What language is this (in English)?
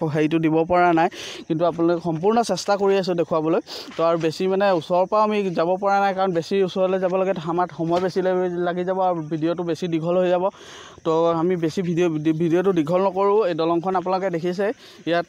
Assamese